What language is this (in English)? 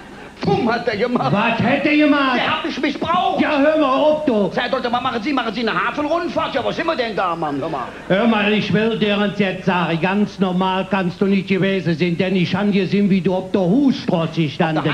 Colognian